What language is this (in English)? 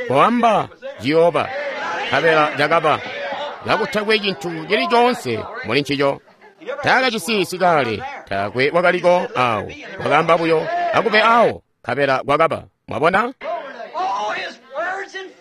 Tonga (Zambia)